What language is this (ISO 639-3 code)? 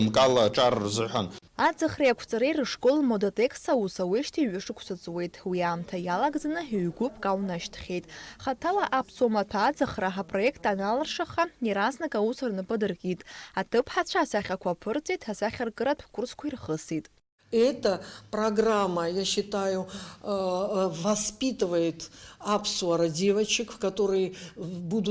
abk